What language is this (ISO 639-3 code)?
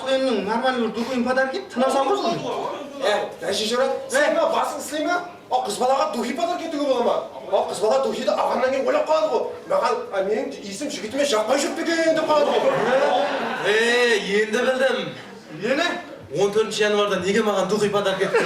kaa